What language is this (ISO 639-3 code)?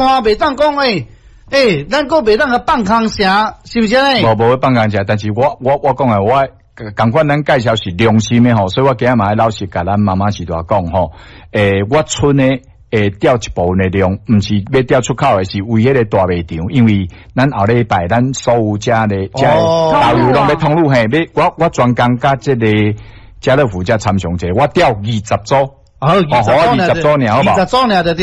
nan